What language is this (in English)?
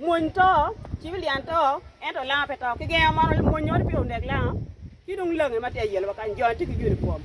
Acoli